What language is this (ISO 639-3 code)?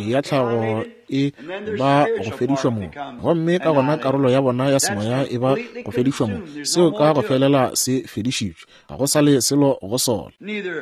nso